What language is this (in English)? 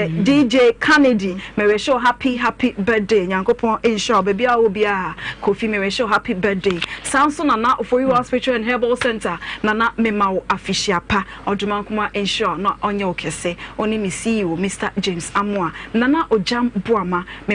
Akan